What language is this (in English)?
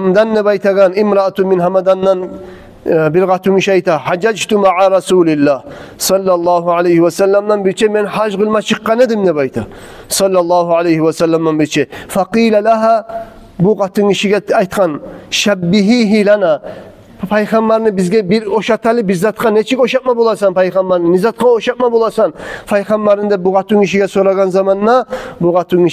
Kumyk